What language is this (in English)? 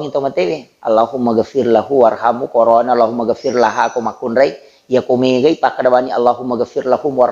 Buginese